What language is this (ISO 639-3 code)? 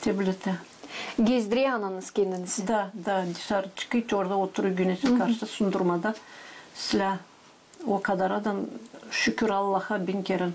gag